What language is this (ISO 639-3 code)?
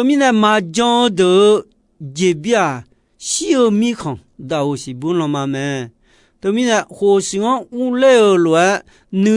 ahk